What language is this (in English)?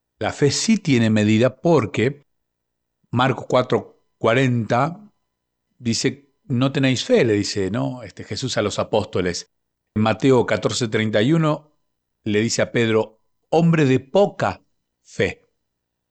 Spanish